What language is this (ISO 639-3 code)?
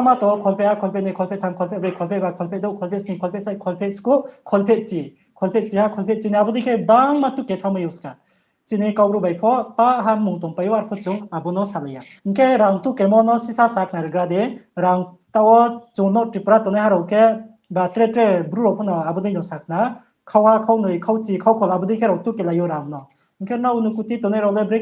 ria